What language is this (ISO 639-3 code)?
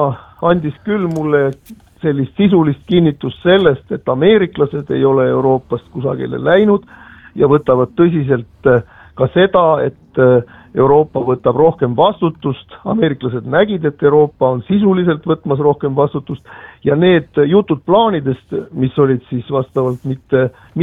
est